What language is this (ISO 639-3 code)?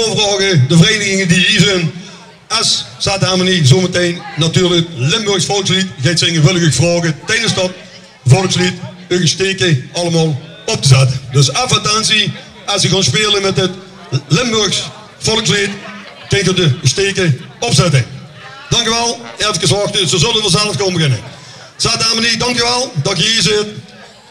lim